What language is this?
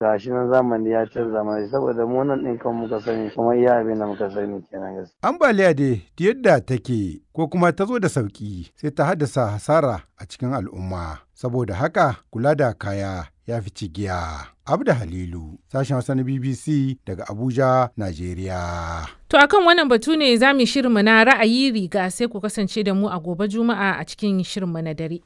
Hausa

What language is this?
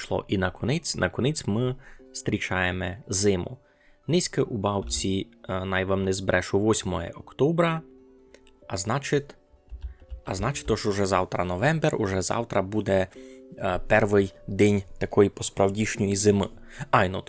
Rusyn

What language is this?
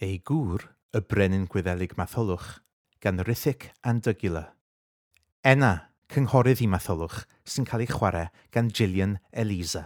Welsh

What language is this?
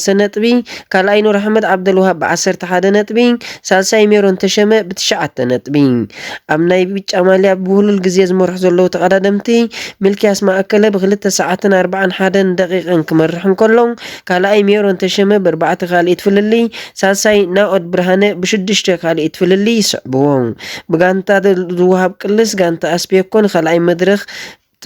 Tigrinya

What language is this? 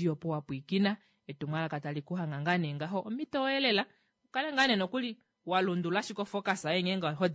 Kuanyama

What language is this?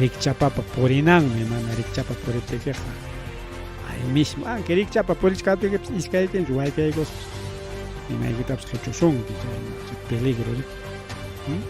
Ayacucho Quechua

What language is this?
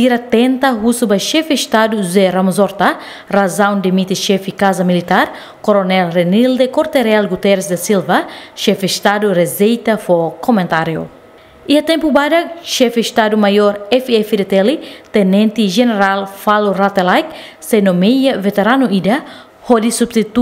Tetum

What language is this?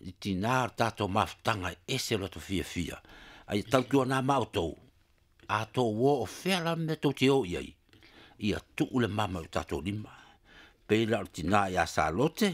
Samoan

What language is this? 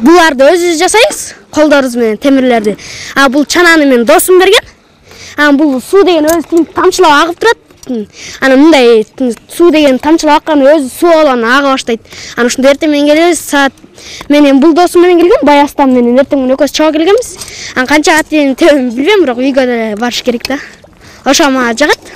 Kyrgyz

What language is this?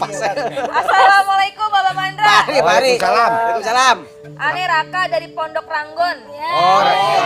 Betawi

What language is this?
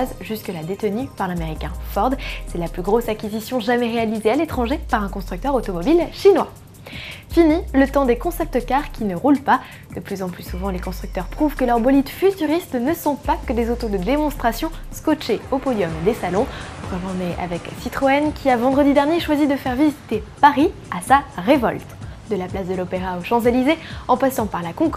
French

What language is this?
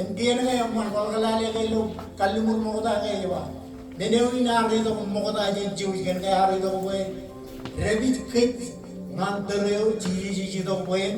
Marshallese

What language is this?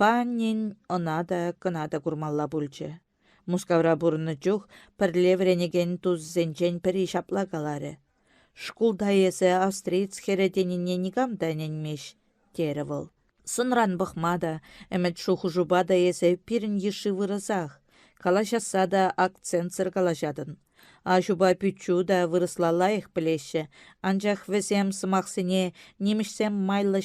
Chuvash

